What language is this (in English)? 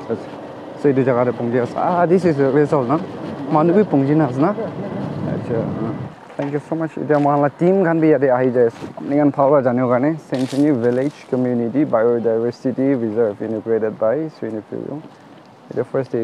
Naga Pidgin